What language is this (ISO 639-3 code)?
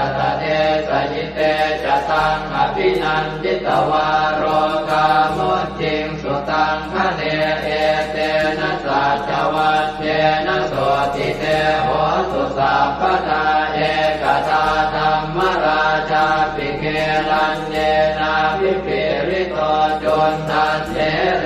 pli